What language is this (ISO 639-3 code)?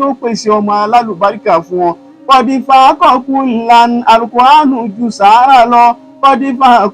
yor